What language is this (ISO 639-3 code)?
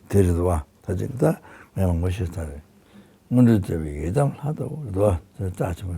bod